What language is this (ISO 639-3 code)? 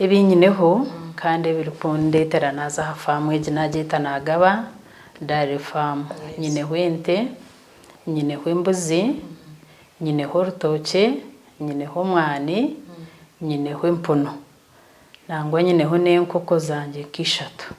nyn